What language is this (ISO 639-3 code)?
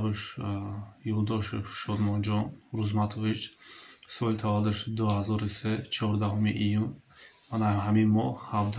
tgk